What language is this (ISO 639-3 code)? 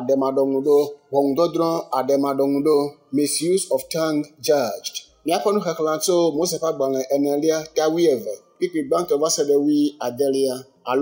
ewe